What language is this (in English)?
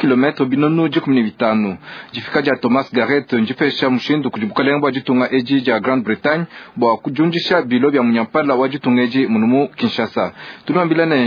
Luba-Lulua